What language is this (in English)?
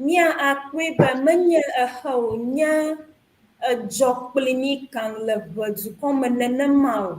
Ewe